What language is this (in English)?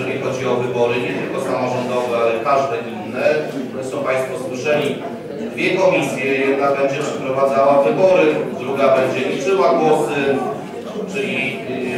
Polish